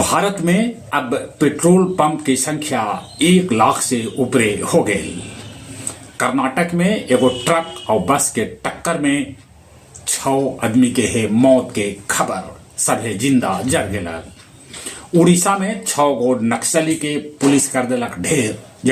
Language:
Magahi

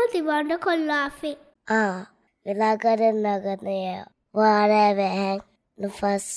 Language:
Divehi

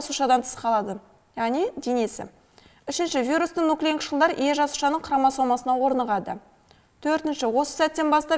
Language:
Kazakh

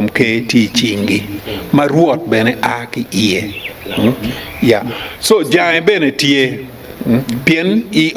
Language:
Acoli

